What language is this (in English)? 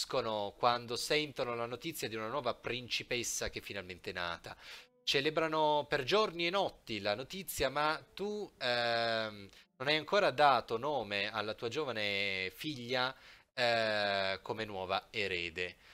Italian